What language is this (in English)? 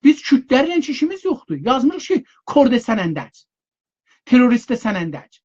South Azerbaijani